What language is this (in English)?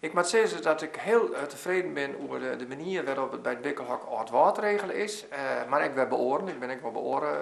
Western Frisian